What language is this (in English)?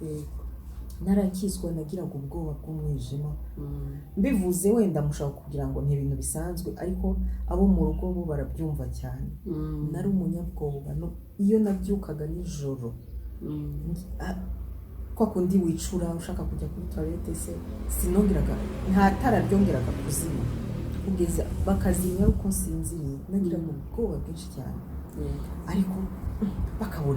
Kinyarwanda